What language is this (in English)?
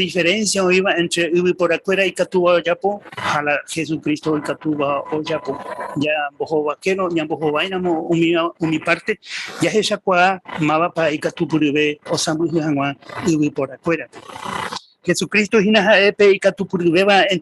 Guarani